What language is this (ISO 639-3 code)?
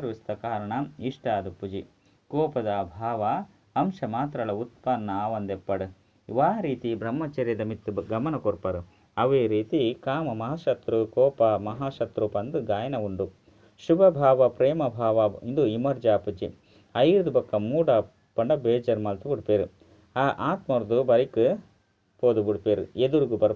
tcy